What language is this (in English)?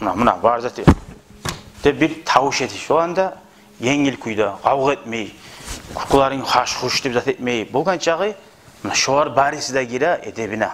Kumyk